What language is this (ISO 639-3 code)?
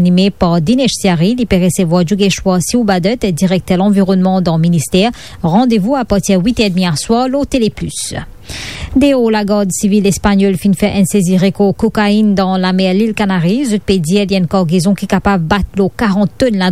mfe